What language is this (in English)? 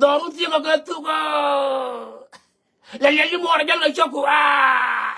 Nuer